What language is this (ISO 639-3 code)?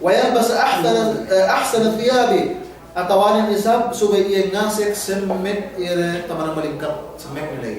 yka